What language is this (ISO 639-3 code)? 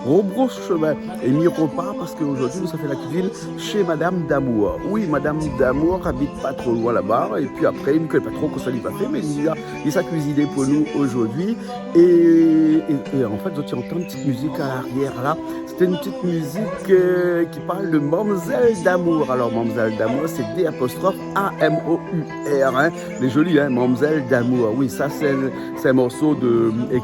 rcf